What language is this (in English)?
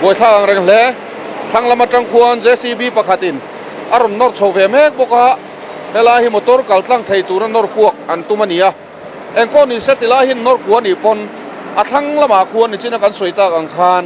Mizo